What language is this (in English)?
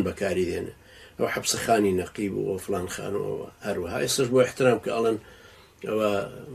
Central Kurdish